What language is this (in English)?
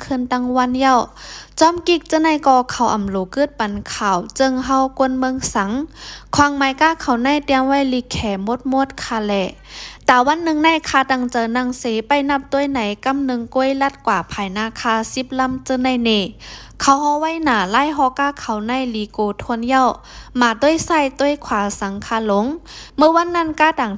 Shan